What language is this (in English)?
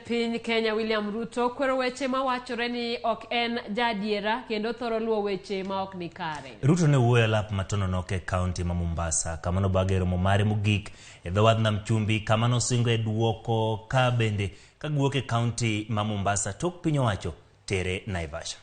Luo (Kenya and Tanzania)